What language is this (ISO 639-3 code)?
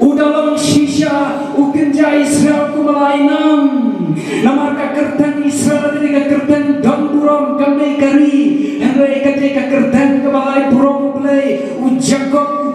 kha